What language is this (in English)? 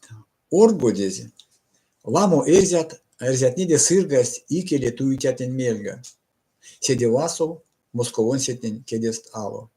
Erzya